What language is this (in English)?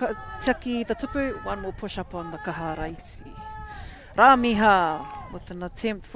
Māori